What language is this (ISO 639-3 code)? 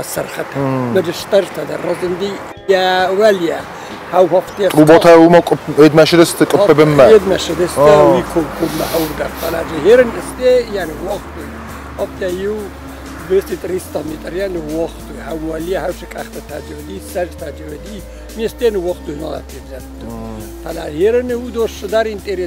oss